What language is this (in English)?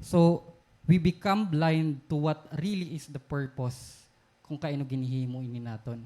Waray